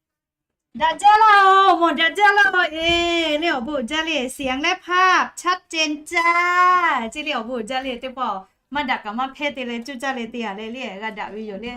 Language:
Lahu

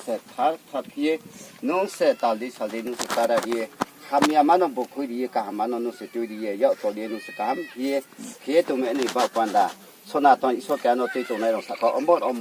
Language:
Riang (India)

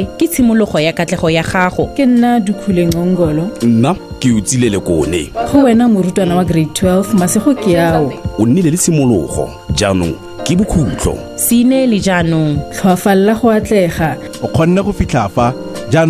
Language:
Tswana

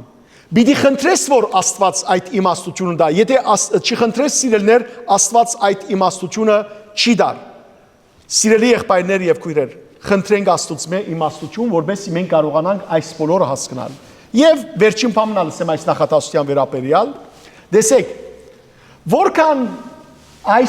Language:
Western Armenian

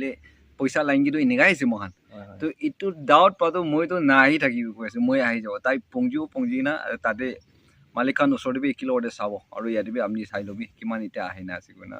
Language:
Naga Pidgin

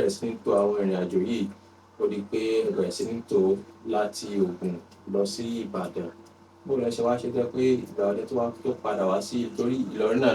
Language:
Yoruba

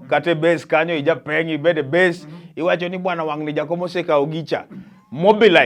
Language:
Luo (Kenya and Tanzania)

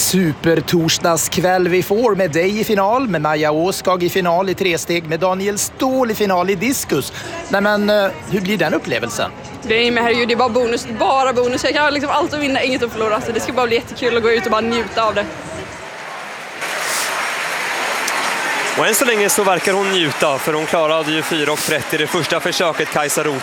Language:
Swedish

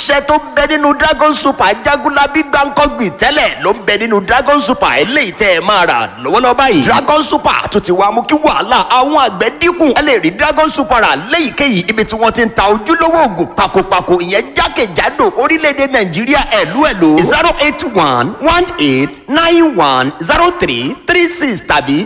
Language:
Yoruba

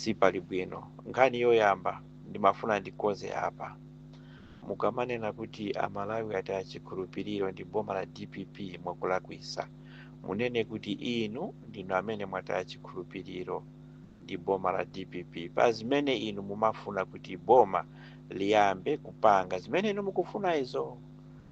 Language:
Nyanja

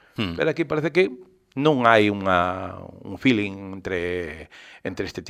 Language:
Galician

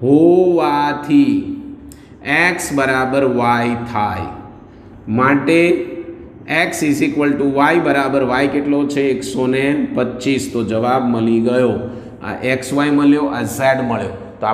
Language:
Gujarati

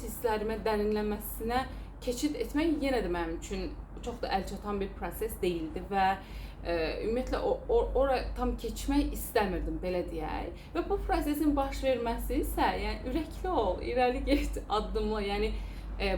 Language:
Azerbaijani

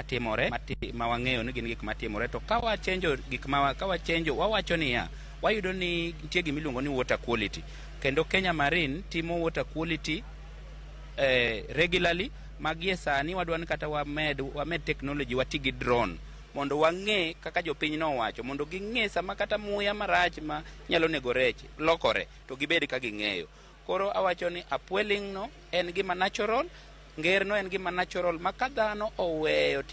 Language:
Luo (Kenya and Tanzania)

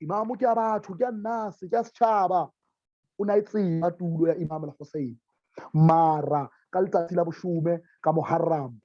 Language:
Southern Sotho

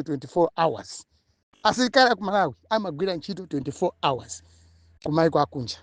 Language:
Nyanja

